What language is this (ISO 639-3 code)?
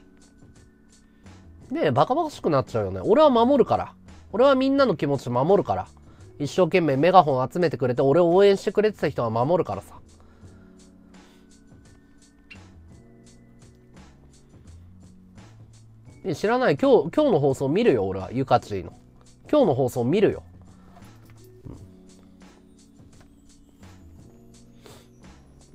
jpn